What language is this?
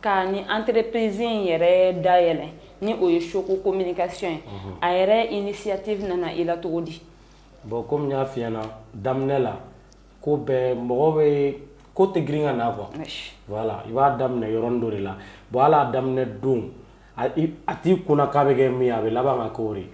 Bambara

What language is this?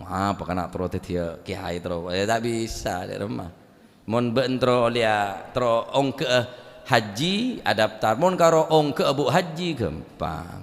Madurese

